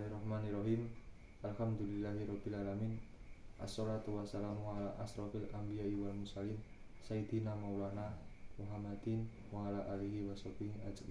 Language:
Javanese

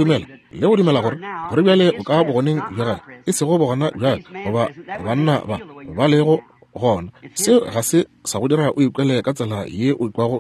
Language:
Northern Sotho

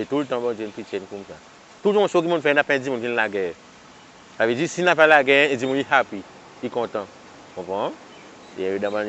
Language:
Seselwa Creole French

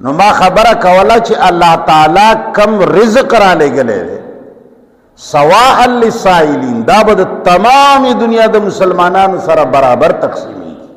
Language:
Pashto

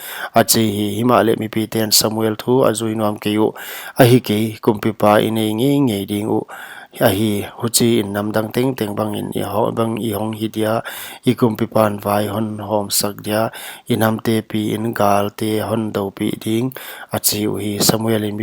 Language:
Paite Chin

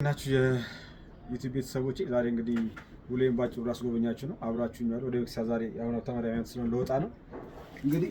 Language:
Amharic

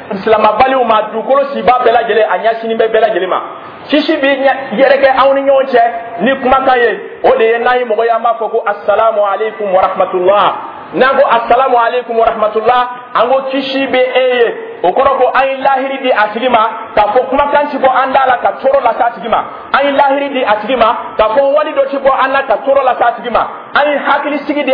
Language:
Dyula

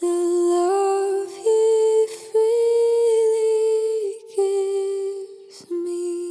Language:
Tahitian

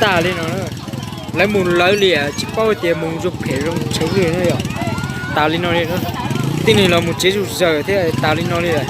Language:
Hmong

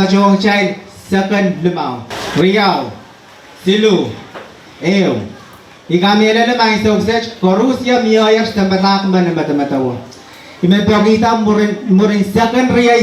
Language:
Pohnpeian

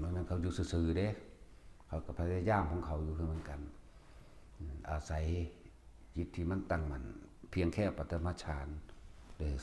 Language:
Northeastern Thai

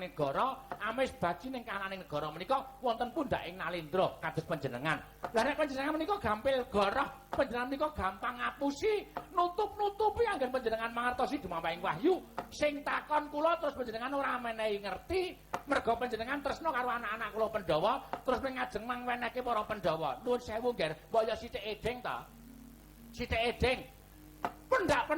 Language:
Javanese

